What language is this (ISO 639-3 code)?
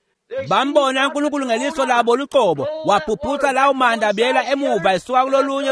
ssw